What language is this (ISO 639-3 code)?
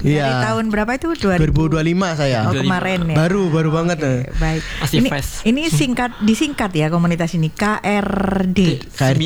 ind